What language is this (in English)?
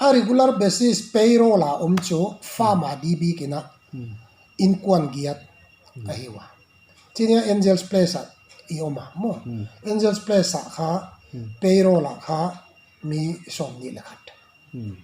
Paite Chin